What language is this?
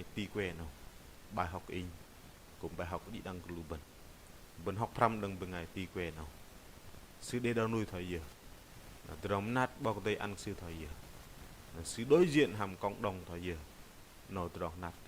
Bahnar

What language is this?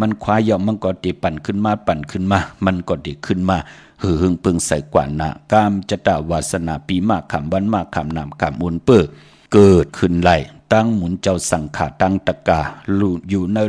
Shan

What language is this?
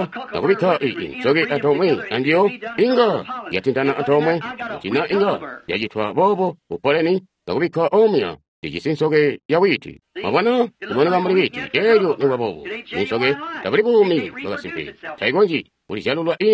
Tonga (Zambia)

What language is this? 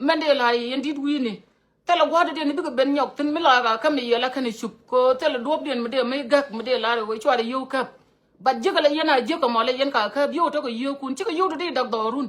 Nuer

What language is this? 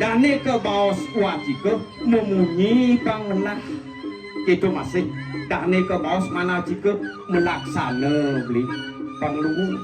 Balinese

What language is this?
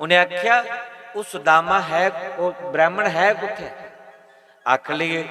Dogri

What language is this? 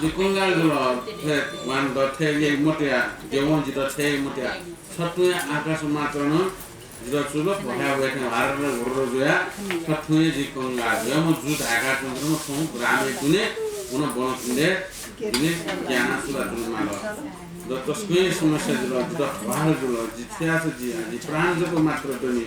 Newari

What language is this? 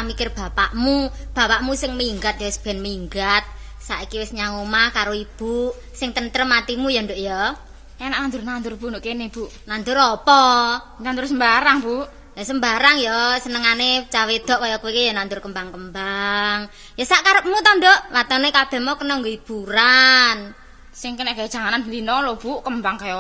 Javanese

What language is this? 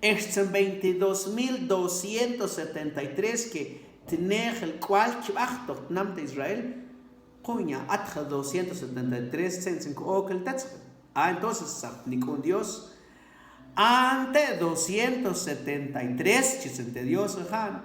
Mam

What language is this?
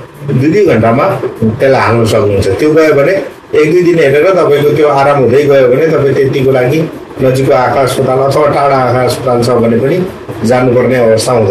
Nepali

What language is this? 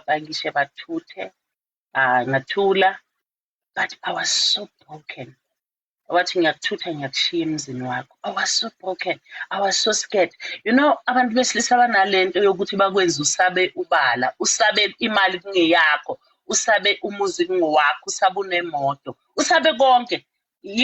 Zulu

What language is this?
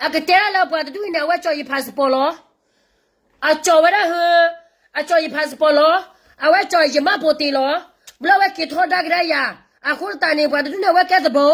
S'gaw Karen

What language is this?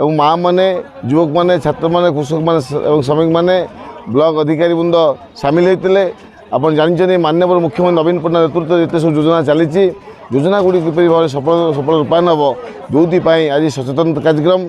Odia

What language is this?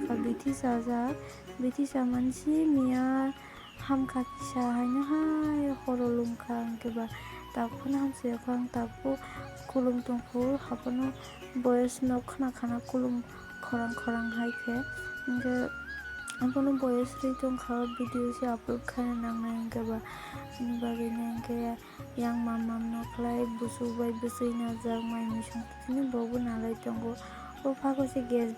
Kok Borok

